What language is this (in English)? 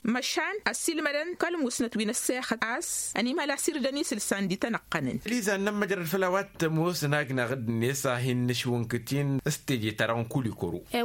Tamasheq